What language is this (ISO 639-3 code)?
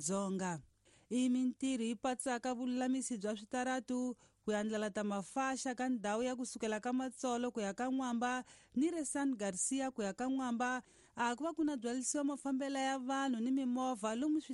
tso